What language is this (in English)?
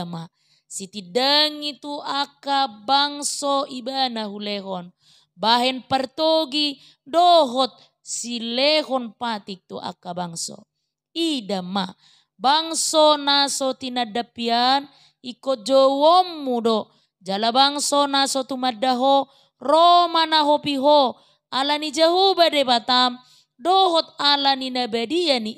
Batak Toba